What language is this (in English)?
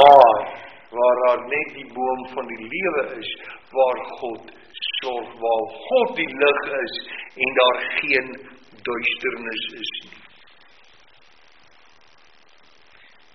Afrikaans